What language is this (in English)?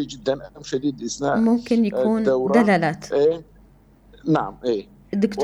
North Levantine Arabic